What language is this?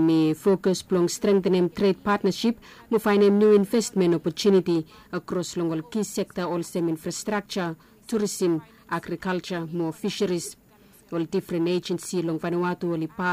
Bislama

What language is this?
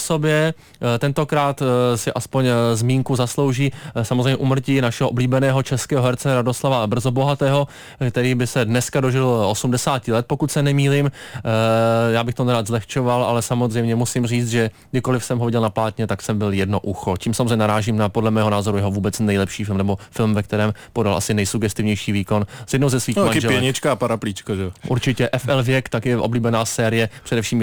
Czech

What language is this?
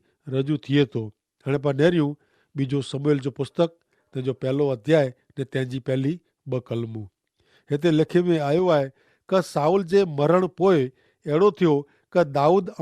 Kachhi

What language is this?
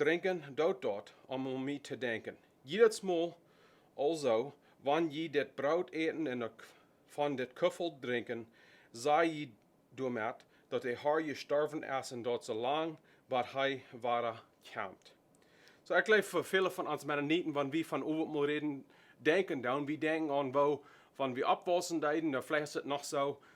Plautdietsch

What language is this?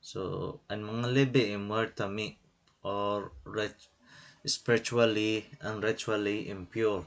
Waray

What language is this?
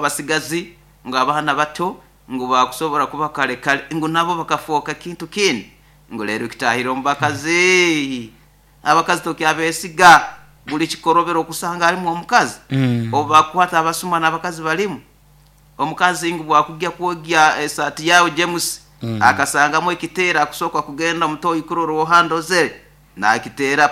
Nyoro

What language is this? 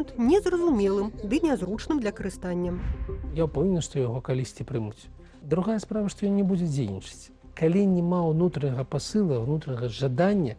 Belarusian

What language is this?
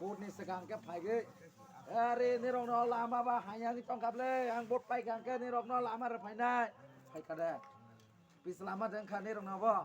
Kok Borok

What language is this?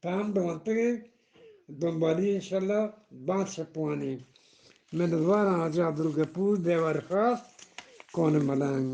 Eastern Balochi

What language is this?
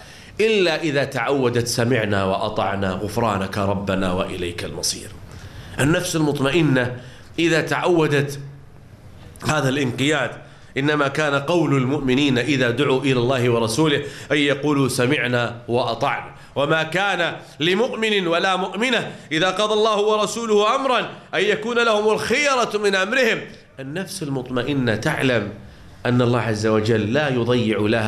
Arabic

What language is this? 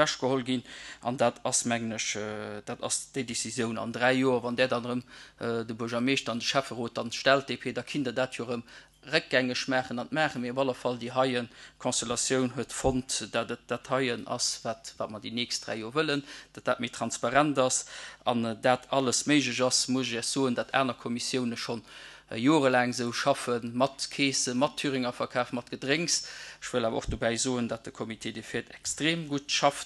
Luxembourgish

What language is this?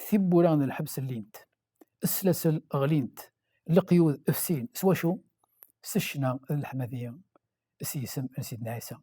Kabyle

